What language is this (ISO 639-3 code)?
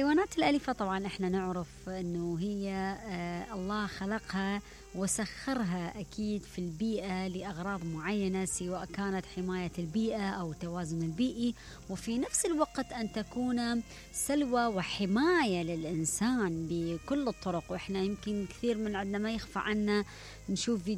acm